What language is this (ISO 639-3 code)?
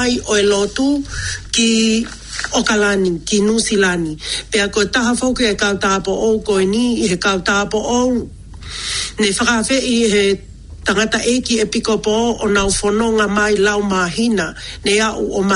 ton